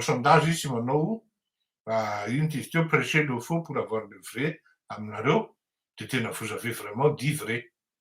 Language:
Malagasy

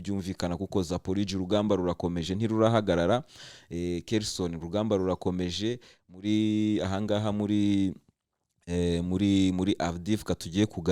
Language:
Kinyarwanda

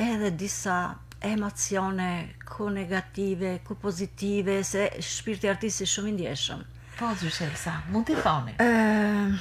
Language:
Albanian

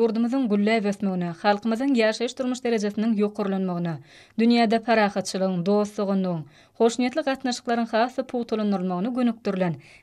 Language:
Turkmen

